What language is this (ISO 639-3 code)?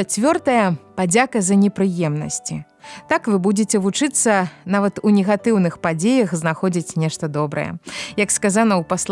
bel